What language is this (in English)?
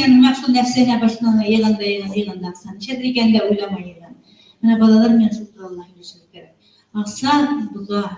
Bashkir